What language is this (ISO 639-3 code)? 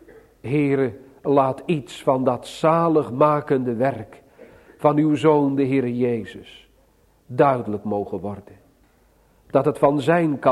nld